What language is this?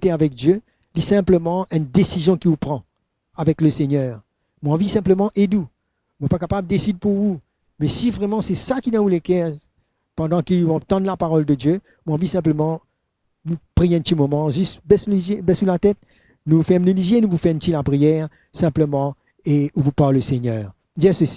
Morisyen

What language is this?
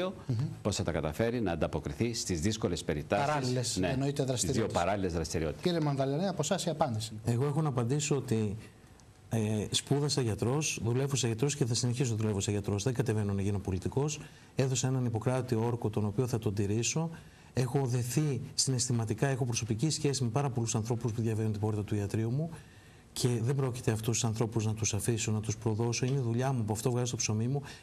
Greek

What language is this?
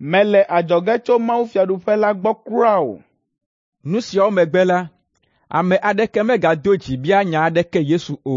Ewe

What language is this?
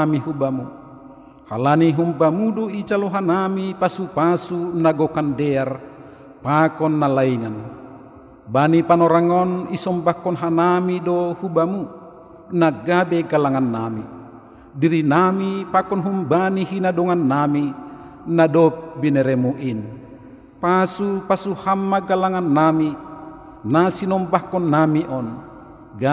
Batak Simalungun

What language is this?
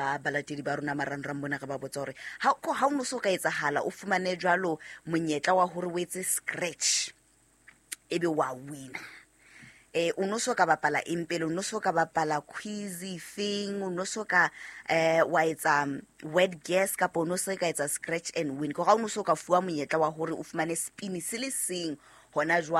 Southern Sotho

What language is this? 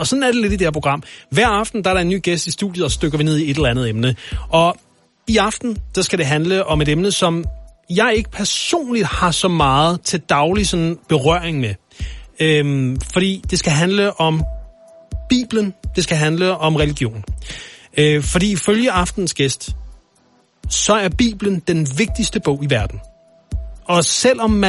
Danish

